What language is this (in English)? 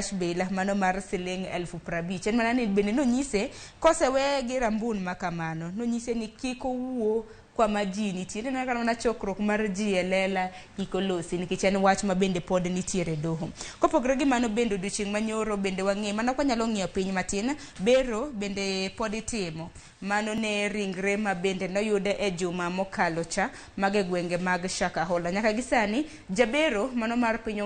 Luo (Kenya and Tanzania)